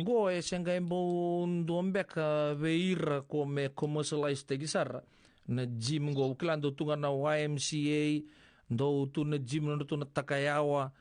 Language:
Fijian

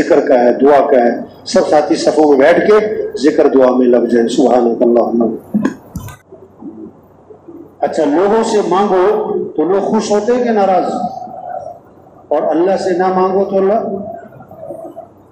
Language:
Urdu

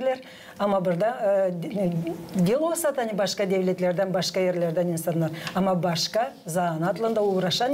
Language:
Gagauz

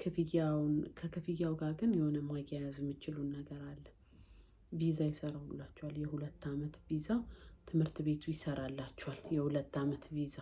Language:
Amharic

